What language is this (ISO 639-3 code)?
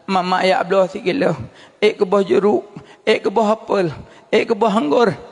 ace